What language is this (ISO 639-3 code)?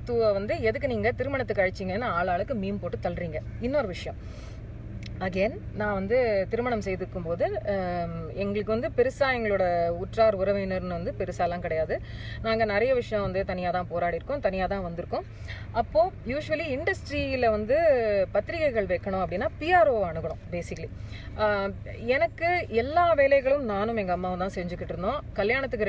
tam